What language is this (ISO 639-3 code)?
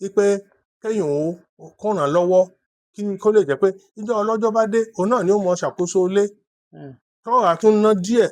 yor